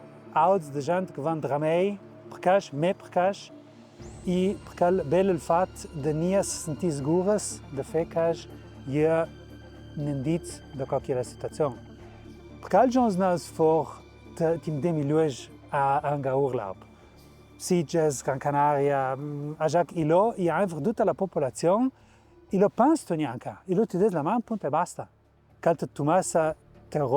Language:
Ladin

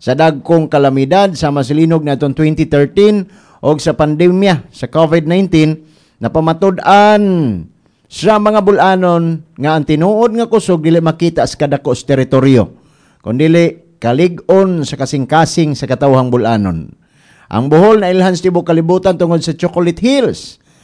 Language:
Cebuano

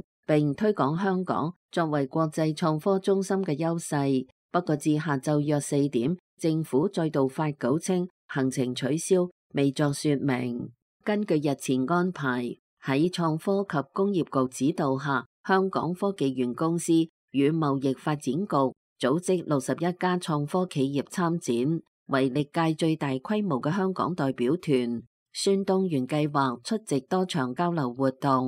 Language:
Cantonese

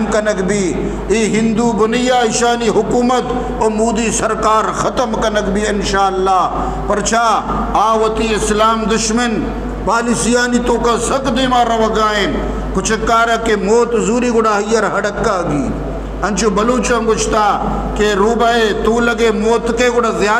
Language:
Eastern Balochi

